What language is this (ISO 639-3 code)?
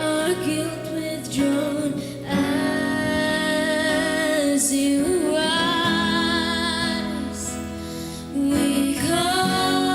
hil